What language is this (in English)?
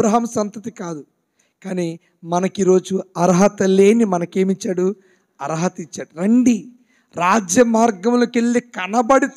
Telugu